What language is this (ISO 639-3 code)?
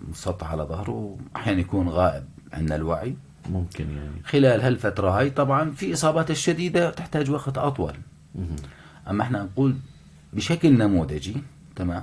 apc